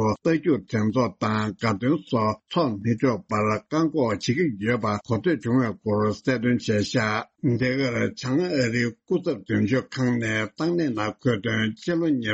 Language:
Tibetan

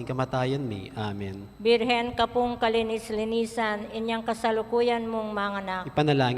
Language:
Pampanga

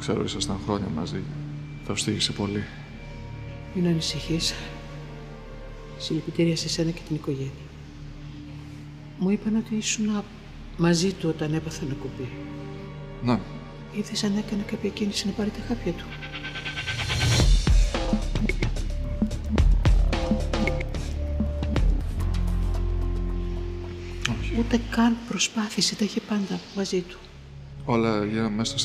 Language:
Greek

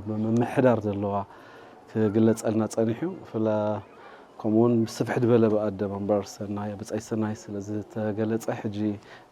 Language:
Tigrinya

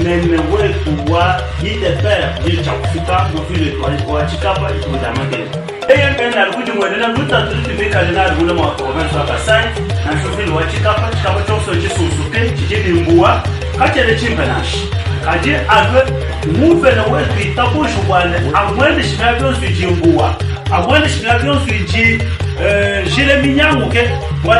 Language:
Luba-Lulua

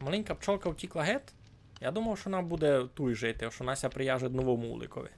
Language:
Rusyn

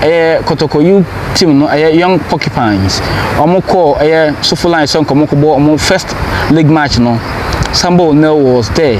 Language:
Akan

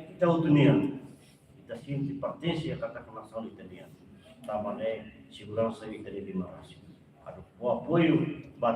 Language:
Tetum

